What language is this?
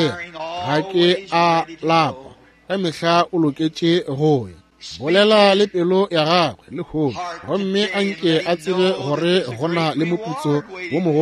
Northern Sotho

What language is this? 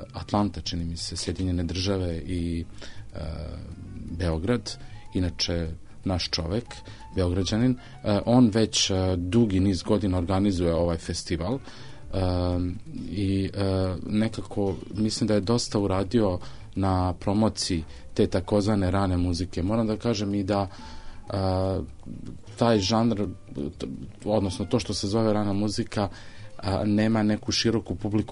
Serbian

